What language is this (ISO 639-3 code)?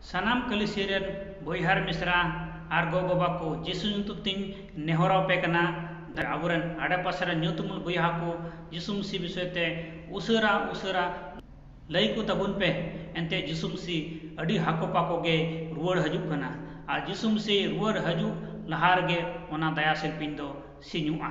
sat